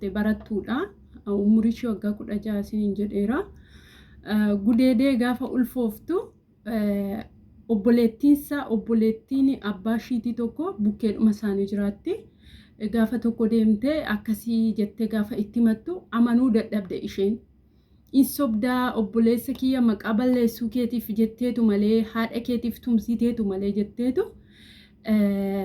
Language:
Oromo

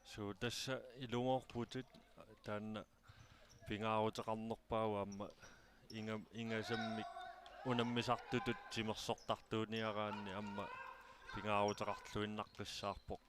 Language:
Kalaallisut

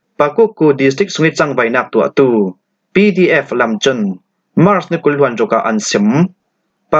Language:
Falam Chin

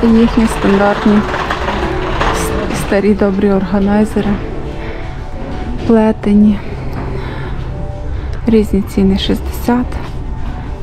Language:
Ukrainian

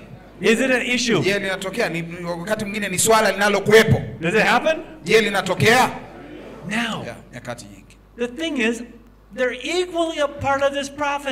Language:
Swahili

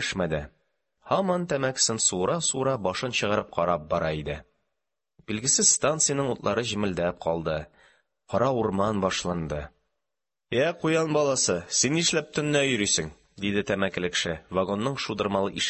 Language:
Tatar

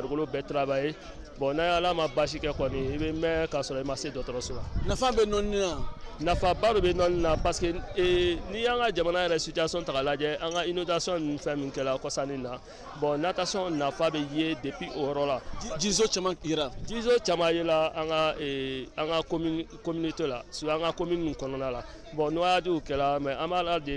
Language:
Bambara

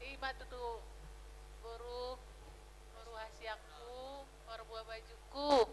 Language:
Batak Toba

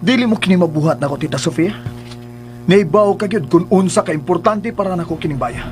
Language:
Cebuano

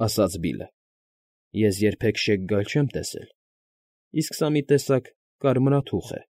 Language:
Armenian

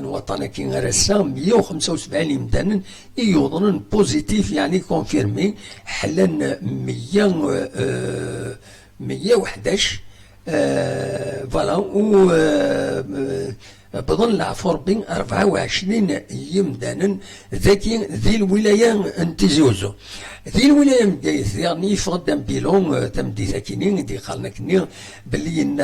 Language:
Kabyle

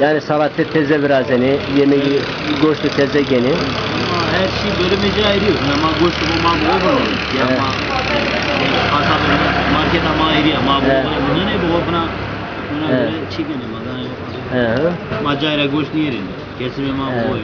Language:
Zaza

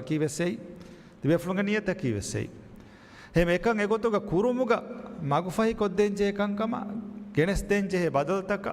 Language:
Divehi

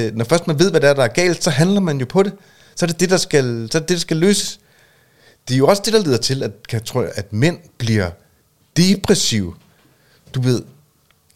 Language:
Danish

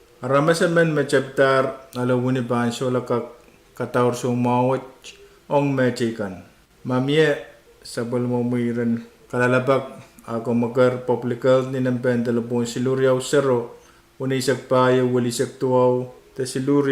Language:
Pohnpeian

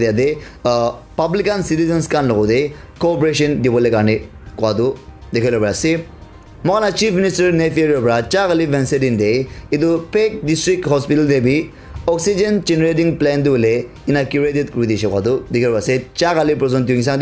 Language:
Naga Pidgin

